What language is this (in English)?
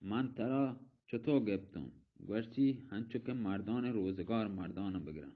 Baluchi